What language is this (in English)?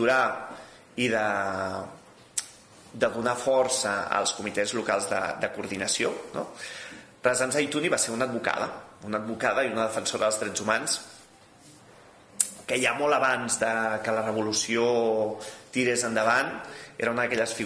Catalan